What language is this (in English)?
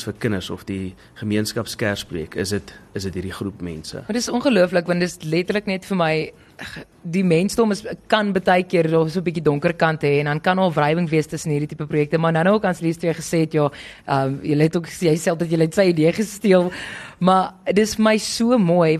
Afrikaans